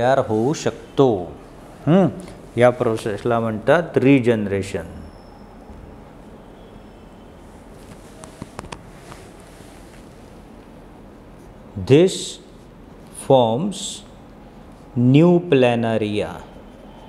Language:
Marathi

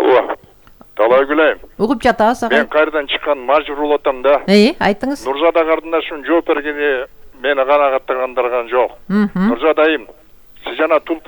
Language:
Kyrgyz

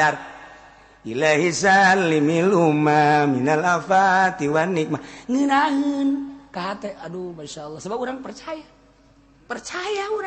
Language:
Sundanese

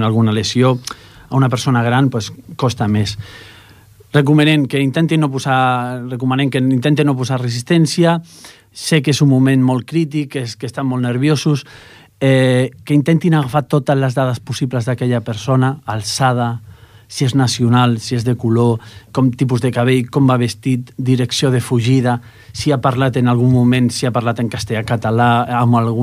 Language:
Catalan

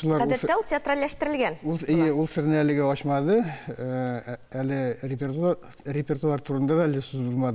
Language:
Tatar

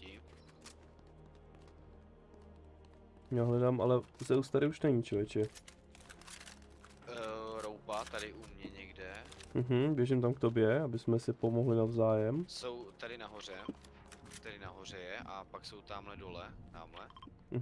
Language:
Czech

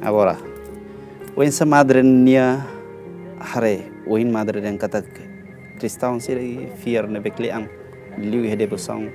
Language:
Tetum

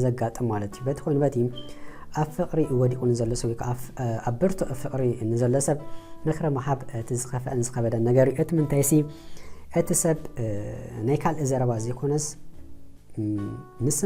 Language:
Tigrinya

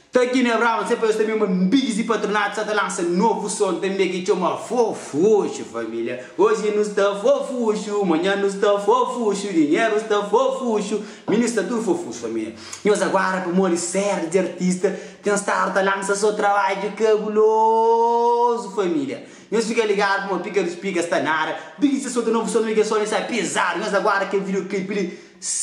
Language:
Kabuverdianu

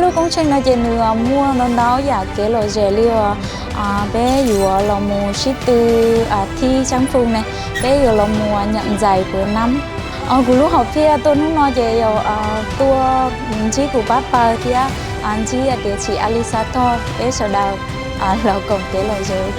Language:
Hmong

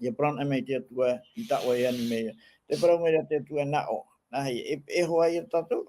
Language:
Tahitian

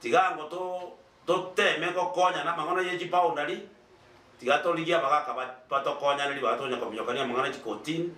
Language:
Gusii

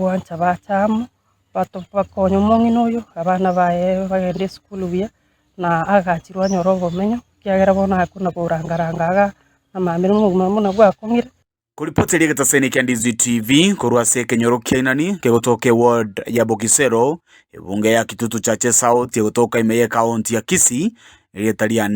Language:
Gusii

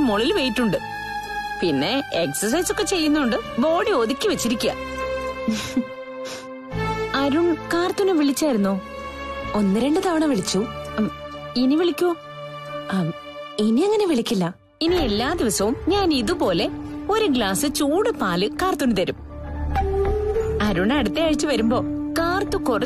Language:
Malayalam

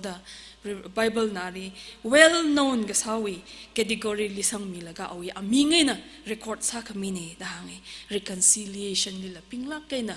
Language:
Tangkhul Naga (India)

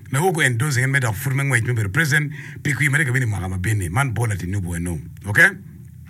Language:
Acoli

